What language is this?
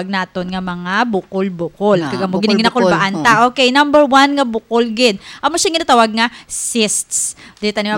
Hiligaynon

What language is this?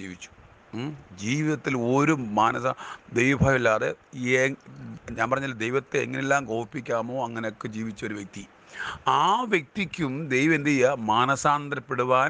Malayalam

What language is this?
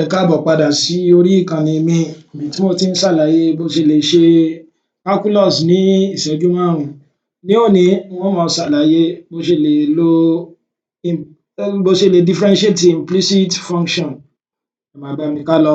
Yoruba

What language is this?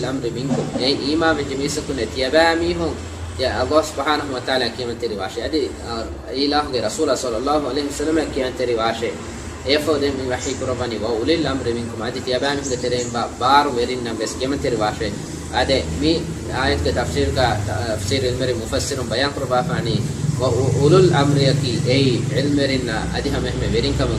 Divehi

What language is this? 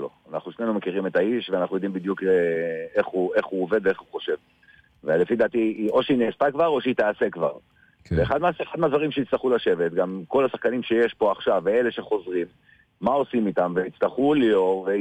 Hebrew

